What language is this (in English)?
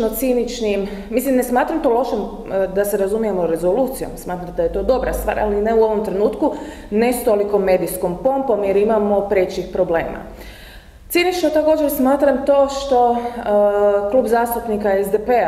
Croatian